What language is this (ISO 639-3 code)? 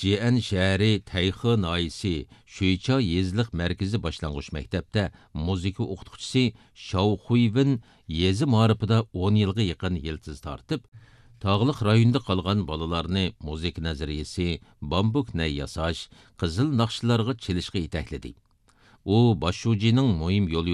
uig